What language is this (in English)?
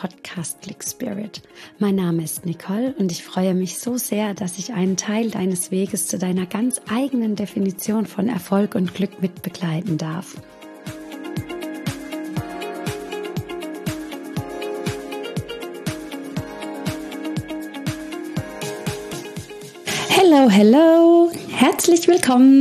German